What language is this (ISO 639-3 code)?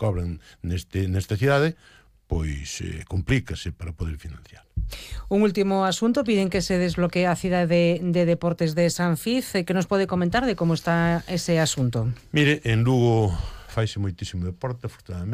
glg